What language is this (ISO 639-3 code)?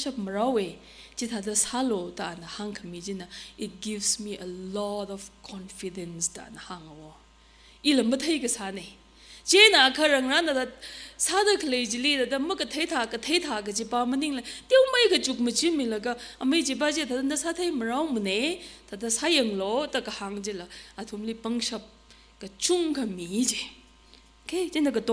nmf